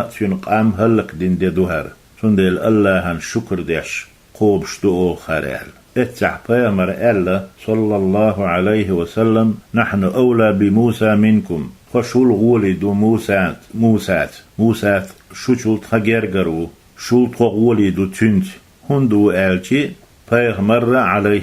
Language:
Chechen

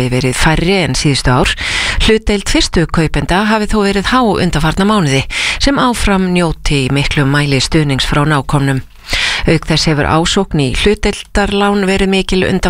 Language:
Icelandic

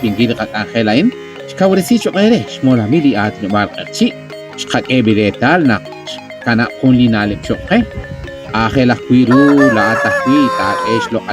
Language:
Kekchí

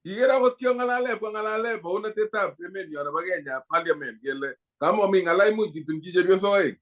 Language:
Kalenjin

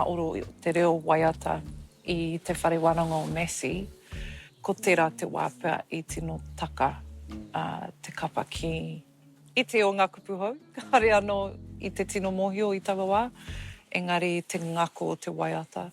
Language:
Māori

